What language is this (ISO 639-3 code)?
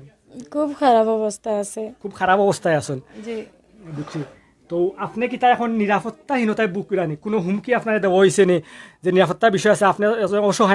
syl